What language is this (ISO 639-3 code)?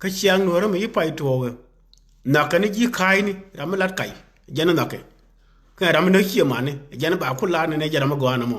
nus